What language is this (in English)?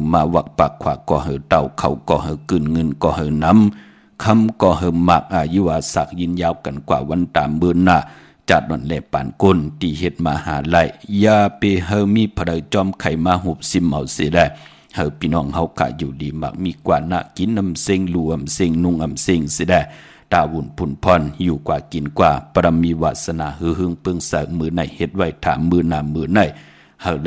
Shan